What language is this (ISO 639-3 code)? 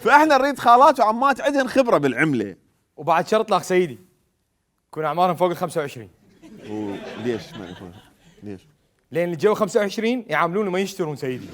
acm